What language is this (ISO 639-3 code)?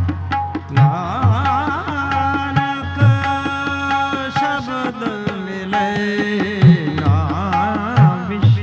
pan